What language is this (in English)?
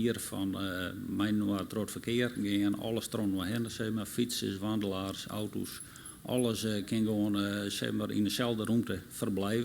Western Frisian